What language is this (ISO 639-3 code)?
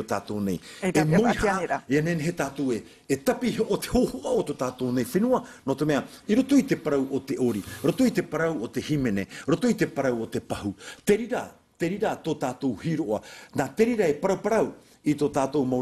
tah